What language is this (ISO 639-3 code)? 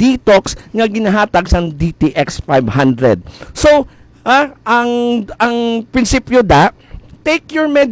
hil